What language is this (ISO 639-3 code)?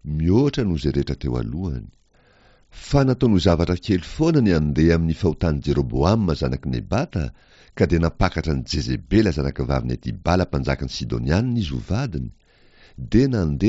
mlg